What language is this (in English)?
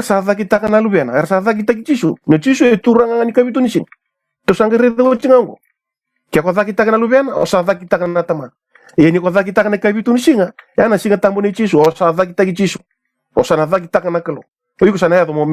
Fijian